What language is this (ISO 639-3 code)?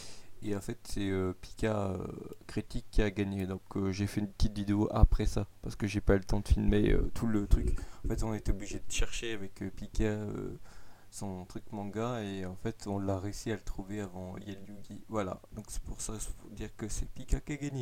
fra